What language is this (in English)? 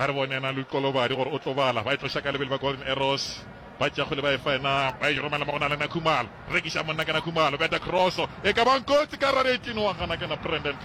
Northern Sotho